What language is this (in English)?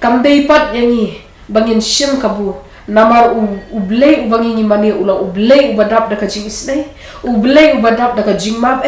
Khasi